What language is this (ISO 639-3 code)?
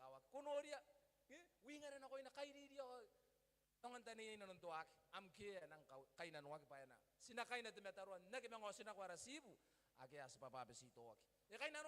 gil